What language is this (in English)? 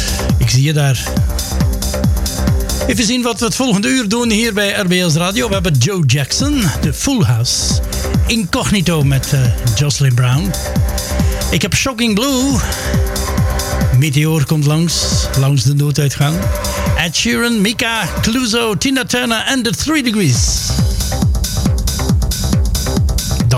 Dutch